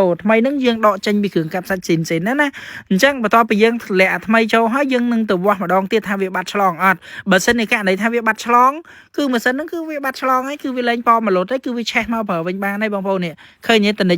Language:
Khmer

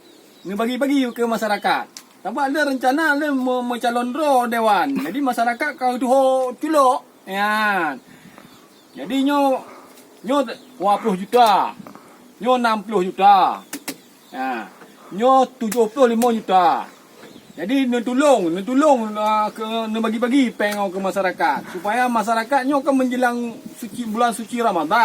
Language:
Achinese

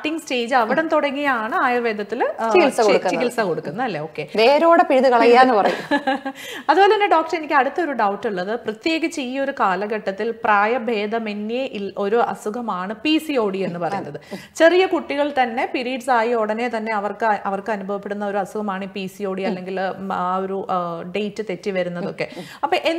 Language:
Malayalam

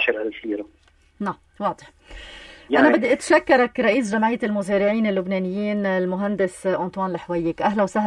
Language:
North Levantine Arabic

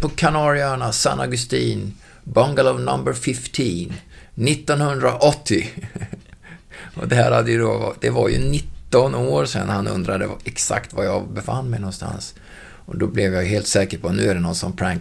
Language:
Swedish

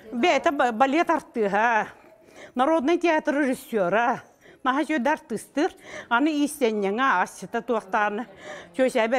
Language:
Yakut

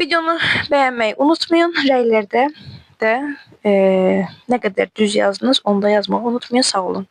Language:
Azerbaijani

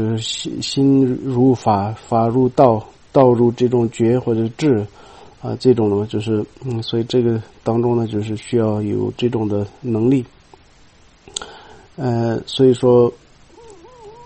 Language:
Chinese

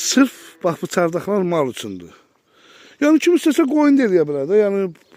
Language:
Azerbaijani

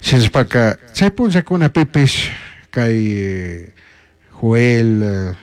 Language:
Chimborazo Highland Quichua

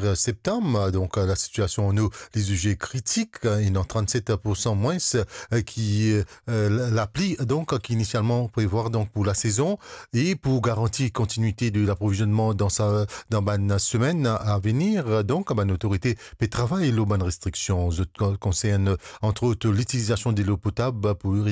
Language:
Morisyen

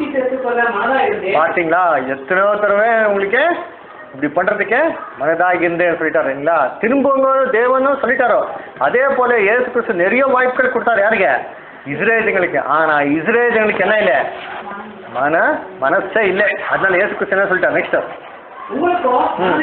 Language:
Tamil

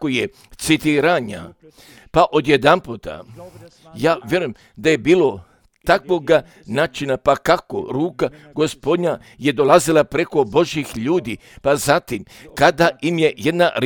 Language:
Croatian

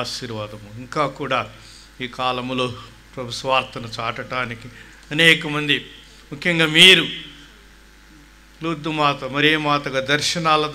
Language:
Telugu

